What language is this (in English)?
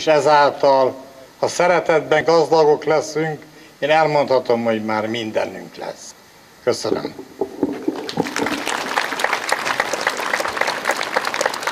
Hungarian